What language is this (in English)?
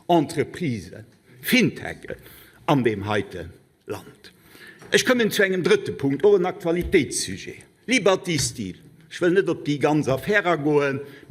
Luxembourgish